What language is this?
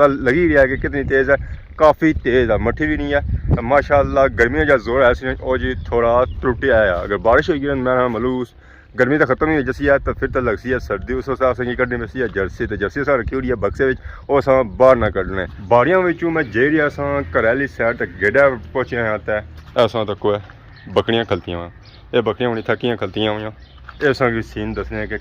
Pahari-Potwari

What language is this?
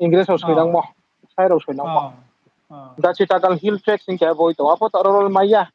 Riang (India)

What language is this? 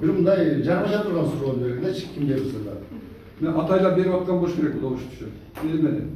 Kyrgyz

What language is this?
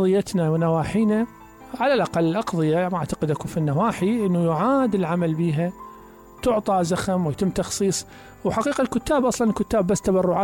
Mesopotamian Arabic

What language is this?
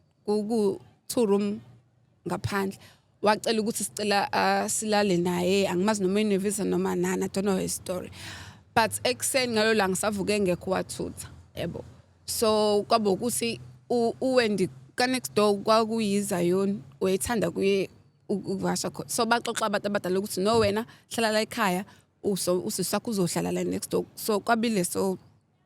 Zulu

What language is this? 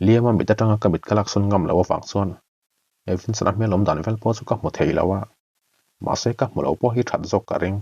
Mizo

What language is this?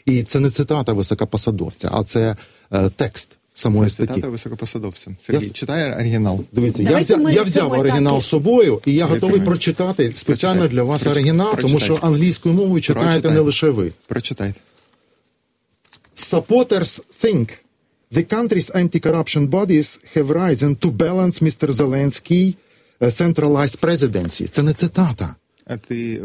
Ukrainian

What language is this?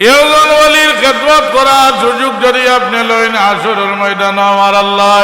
Sylheti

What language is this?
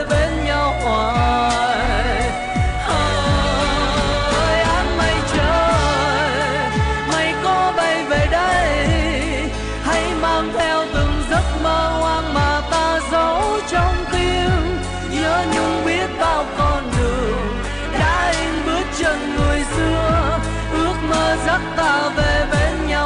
Vietnamese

